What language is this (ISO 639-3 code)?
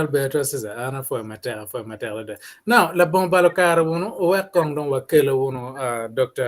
ach